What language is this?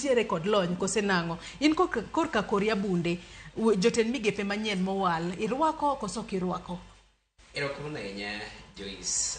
Luo (Kenya and Tanzania)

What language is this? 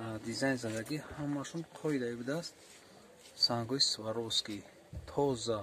Tajik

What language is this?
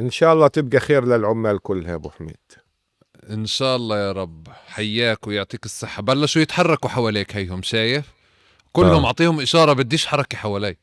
North Levantine Arabic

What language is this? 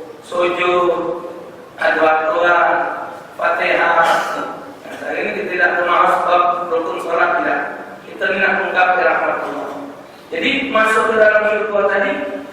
Musi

